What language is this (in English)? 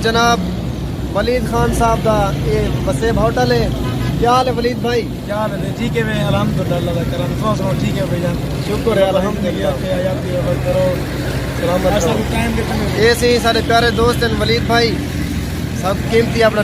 Saraiki